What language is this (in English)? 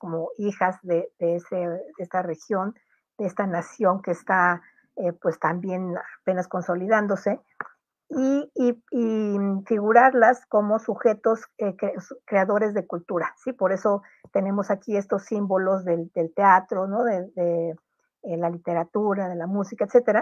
Spanish